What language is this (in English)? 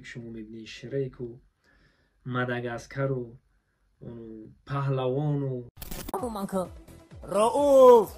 Tajik